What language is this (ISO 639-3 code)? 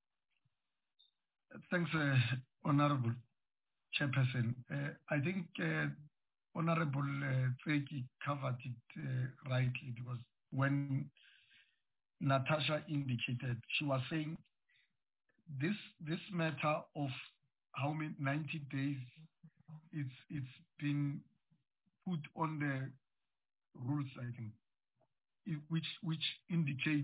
eng